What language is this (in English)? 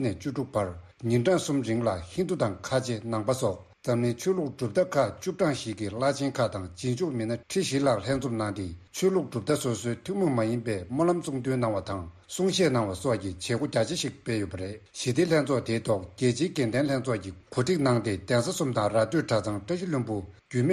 Tibetan